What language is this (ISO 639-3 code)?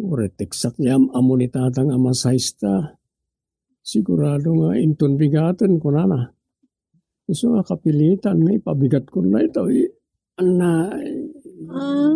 ilo